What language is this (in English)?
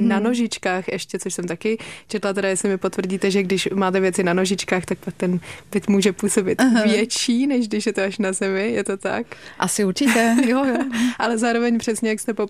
Czech